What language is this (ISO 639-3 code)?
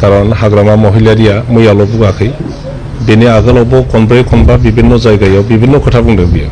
brx